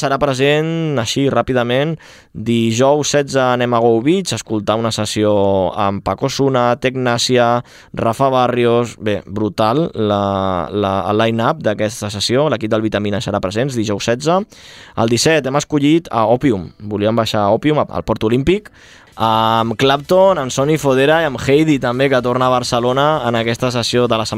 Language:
Catalan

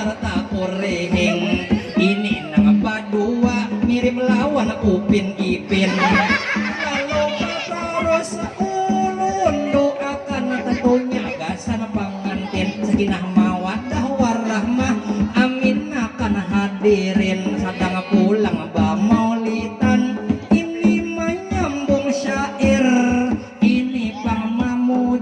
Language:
Banjar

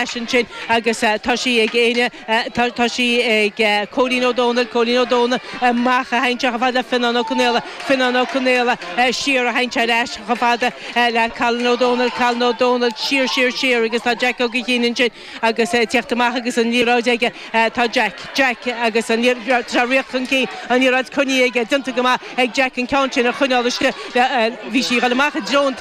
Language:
Irish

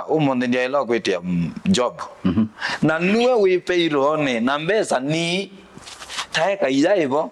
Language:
Kamba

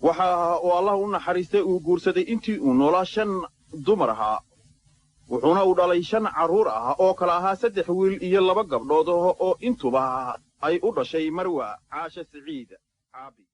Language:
Somali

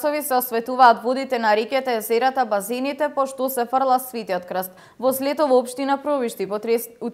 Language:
Macedonian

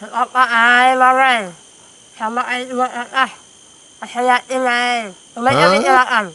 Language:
Banjar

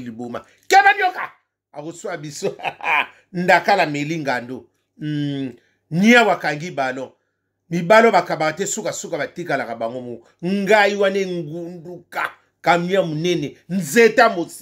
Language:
Lingala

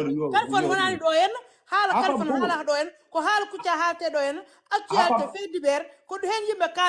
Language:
Fula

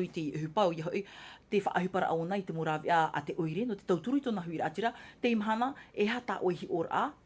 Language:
Tahitian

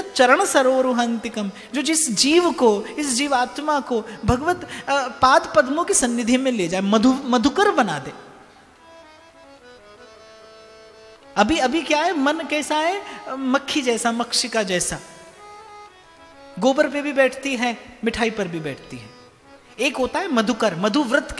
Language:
Hindi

